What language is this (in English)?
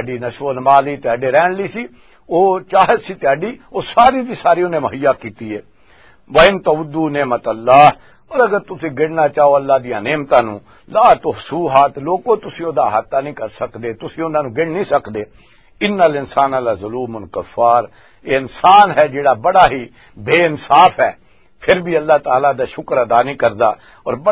Western Panjabi